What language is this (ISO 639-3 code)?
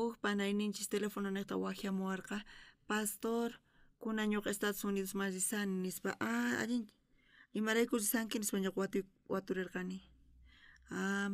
quh